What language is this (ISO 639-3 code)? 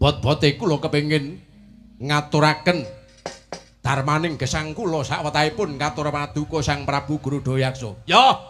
jav